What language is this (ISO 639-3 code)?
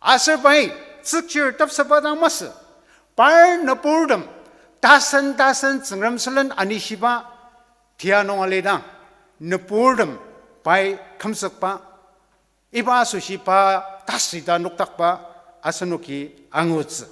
njo